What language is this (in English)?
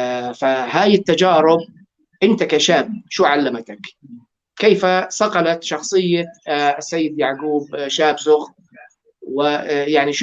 North Levantine Arabic